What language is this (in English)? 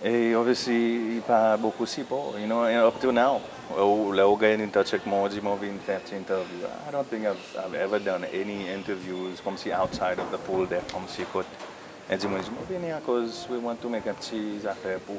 Seselwa Creole French